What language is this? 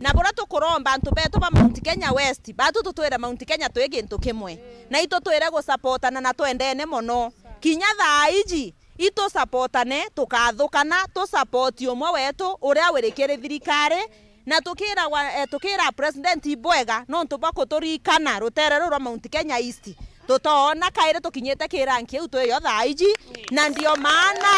Meru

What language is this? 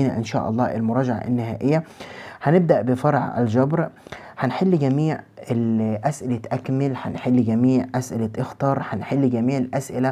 Egyptian Arabic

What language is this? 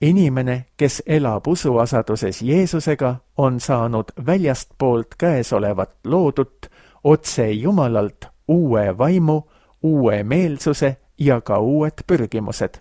Estonian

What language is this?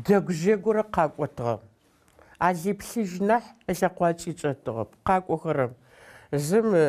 Adyghe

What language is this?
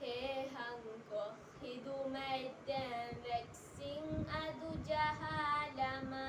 Divehi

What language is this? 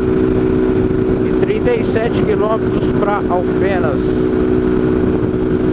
Portuguese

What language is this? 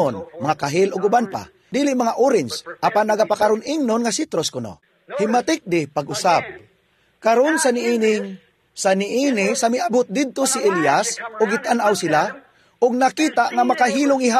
Cebuano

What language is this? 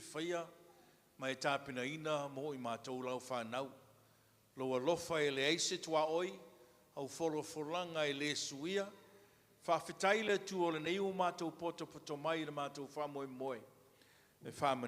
Samoan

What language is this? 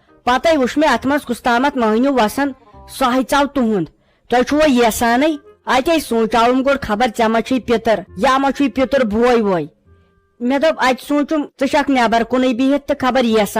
Kashmiri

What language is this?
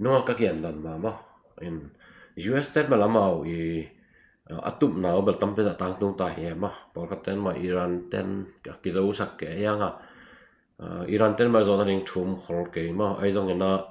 Tedim Chin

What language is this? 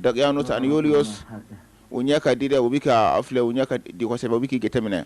Bambara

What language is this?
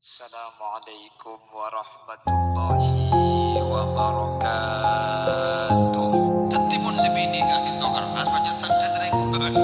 Madurese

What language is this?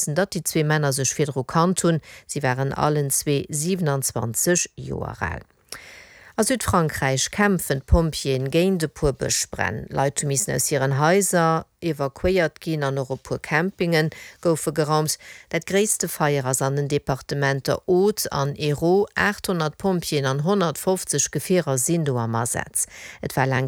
Luxembourgish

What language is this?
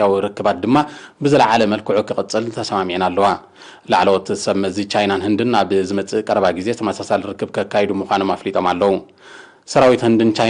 Tigrinya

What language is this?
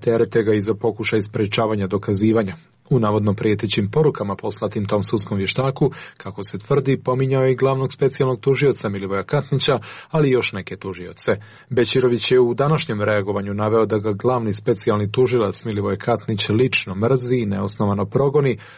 Serbian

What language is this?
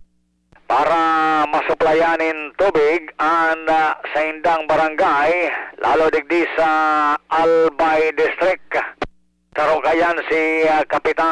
Bikol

